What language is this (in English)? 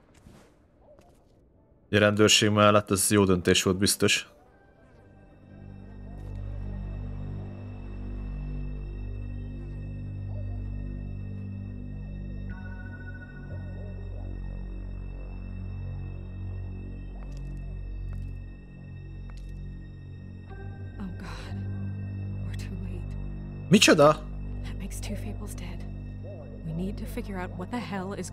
Hungarian